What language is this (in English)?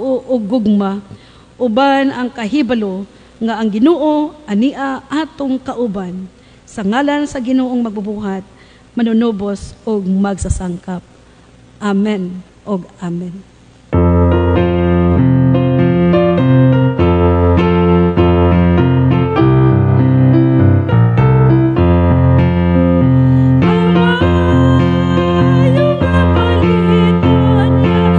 Cebuano